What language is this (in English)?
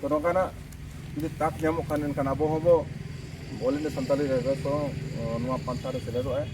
Santali